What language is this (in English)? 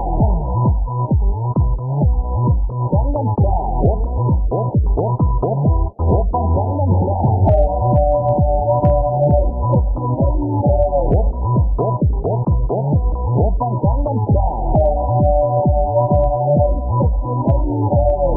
Korean